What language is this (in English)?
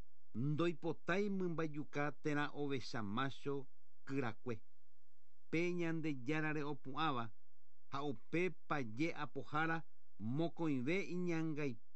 Guarani